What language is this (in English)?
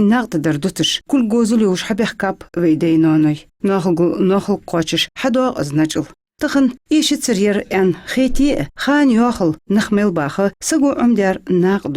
Ingush